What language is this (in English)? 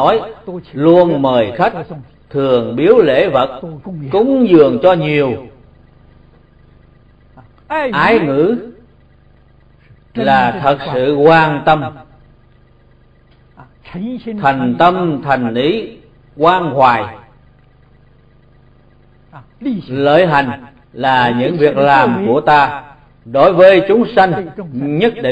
Vietnamese